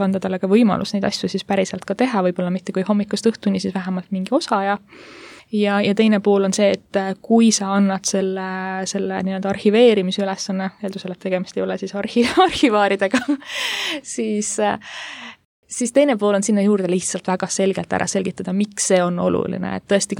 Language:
Estonian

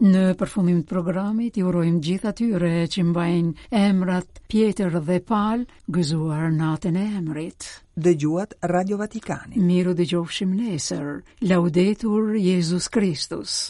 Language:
Albanian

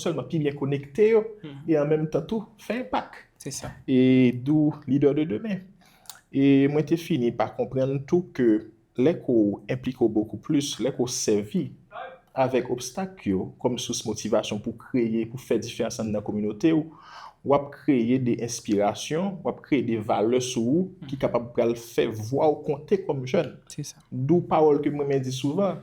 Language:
Haitian Creole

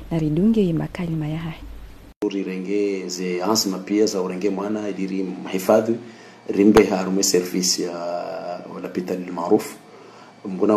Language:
Ngazidja Comorian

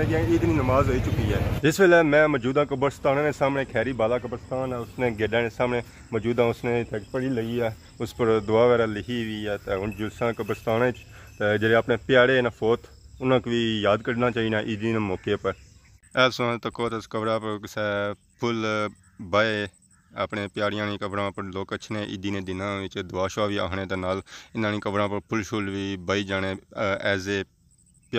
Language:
Pahari-Potwari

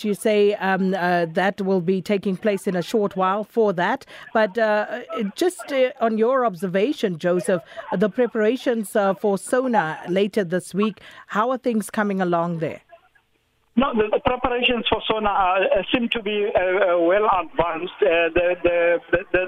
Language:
English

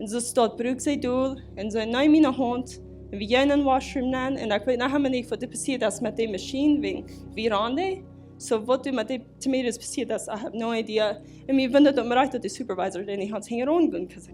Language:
Plautdietsch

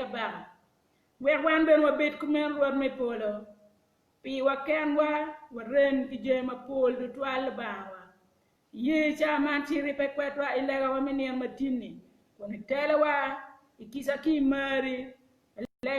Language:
Acoli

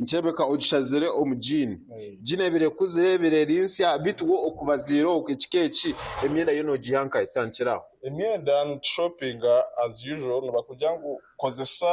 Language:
Nyankole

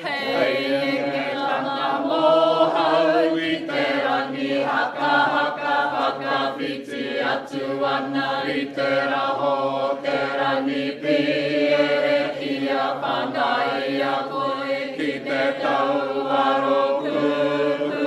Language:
Māori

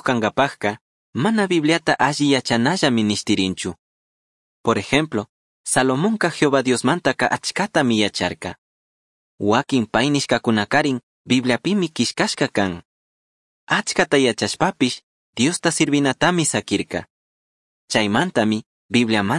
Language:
Chimborazo Highland Quichua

